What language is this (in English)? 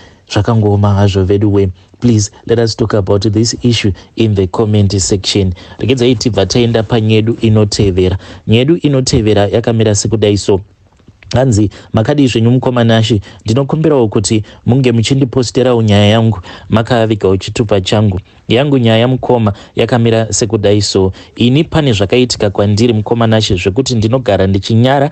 Shona